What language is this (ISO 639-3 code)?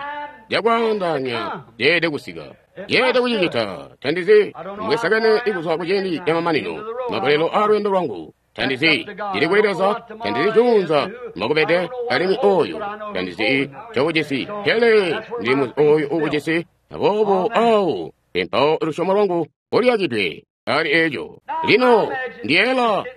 toi